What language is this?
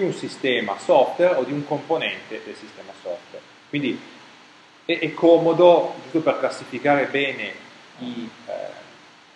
Italian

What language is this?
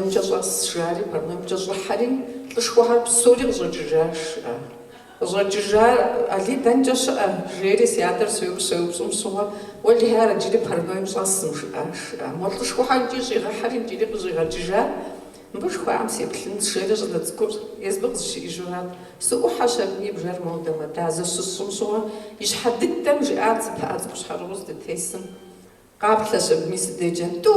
Kabardian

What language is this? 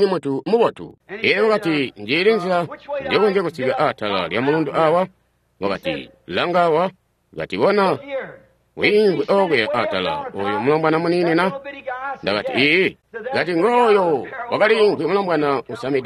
Tonga (Zambia)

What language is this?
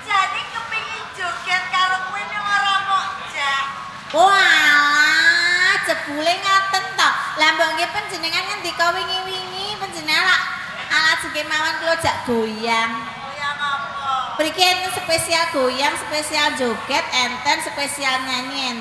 Javanese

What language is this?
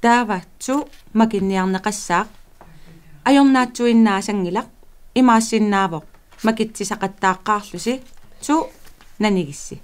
Kalaallisut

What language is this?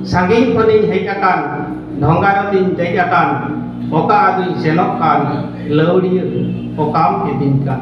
Santali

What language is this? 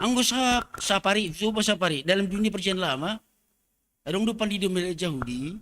Batak Simalungun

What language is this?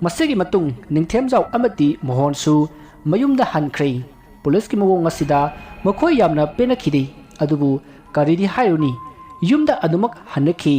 Manipuri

